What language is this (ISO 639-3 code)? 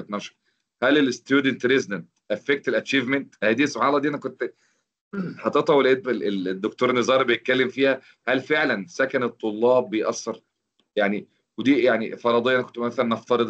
arz